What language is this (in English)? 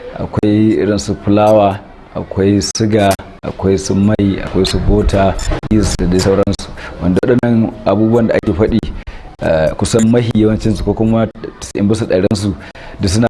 Hausa